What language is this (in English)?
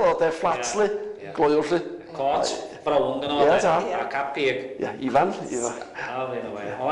Welsh